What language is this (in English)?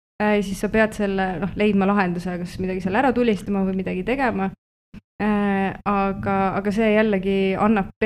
Estonian